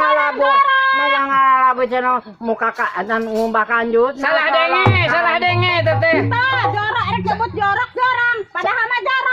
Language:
Sundanese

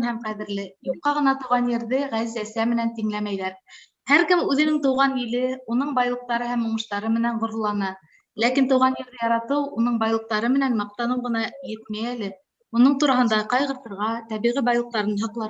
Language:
Bashkir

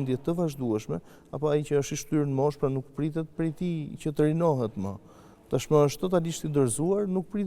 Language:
Albanian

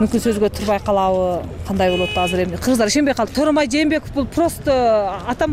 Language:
Kyrgyz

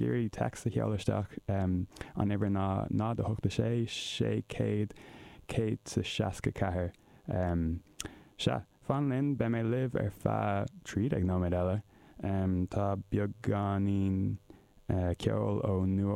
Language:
Irish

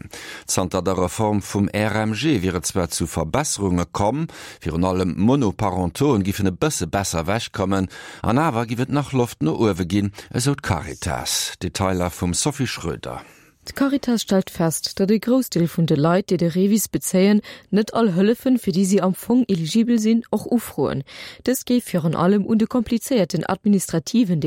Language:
Luxembourgish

